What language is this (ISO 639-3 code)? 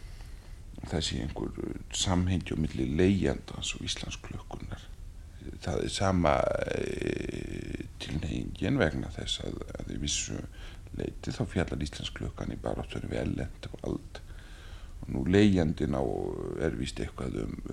isl